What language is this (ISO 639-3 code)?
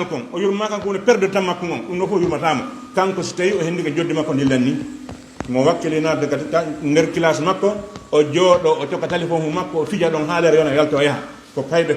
ful